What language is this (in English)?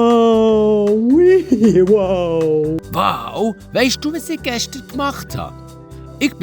Swiss German